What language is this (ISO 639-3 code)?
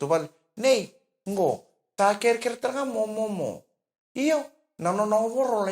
fij